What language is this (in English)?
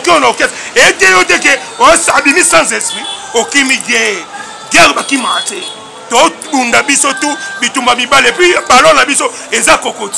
Lingala